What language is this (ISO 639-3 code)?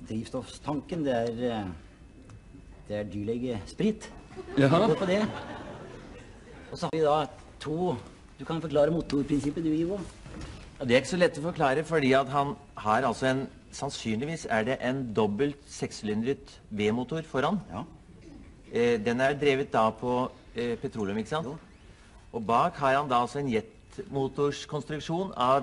nor